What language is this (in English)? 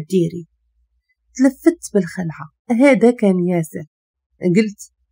Moroccan Arabic